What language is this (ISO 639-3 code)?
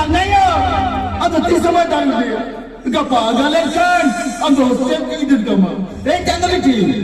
sat